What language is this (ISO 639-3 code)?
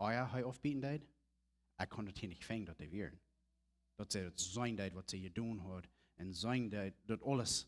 pdt